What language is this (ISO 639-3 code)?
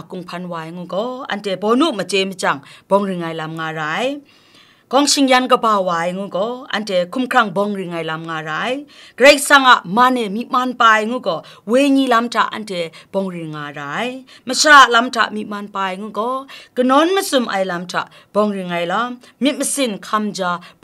kac